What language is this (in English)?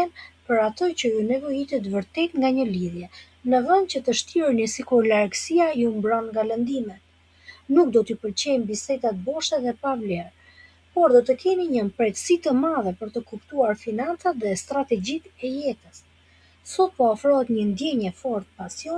Albanian